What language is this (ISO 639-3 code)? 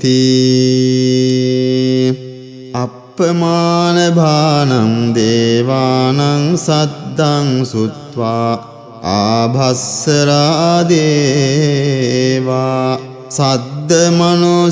pli